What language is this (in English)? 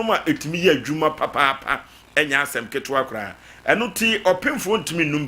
Akan